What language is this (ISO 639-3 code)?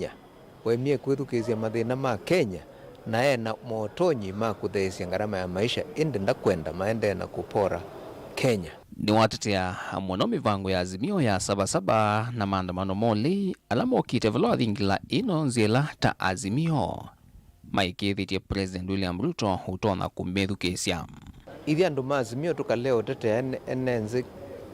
kam